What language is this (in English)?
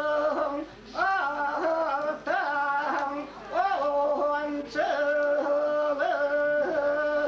Yakut